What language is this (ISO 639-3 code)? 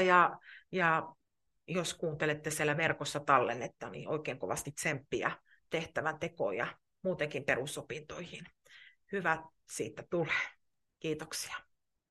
fin